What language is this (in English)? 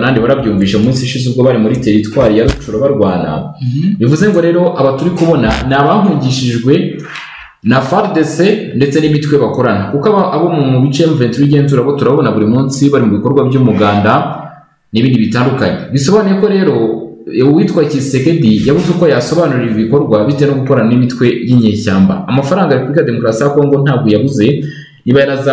Kinyarwanda